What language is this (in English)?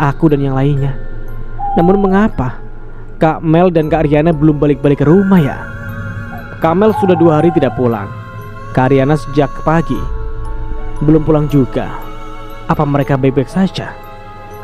Indonesian